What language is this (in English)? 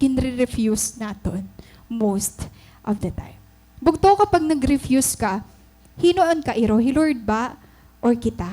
Waray